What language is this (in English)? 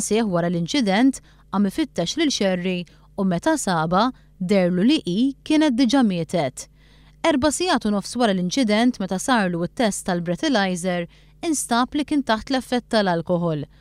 Maltese